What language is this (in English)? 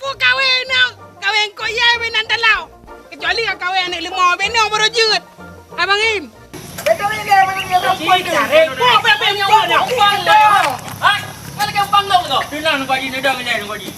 Achinese